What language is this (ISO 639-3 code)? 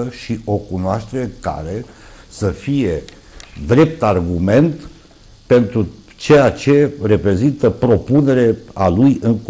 ron